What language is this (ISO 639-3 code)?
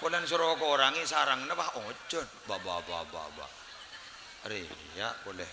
mad